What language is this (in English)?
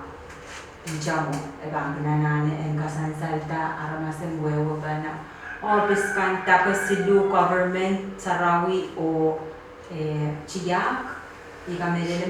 Pohnpeian